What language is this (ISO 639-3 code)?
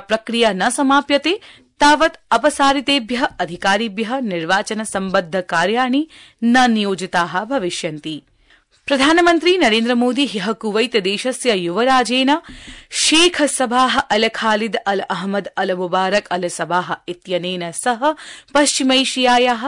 san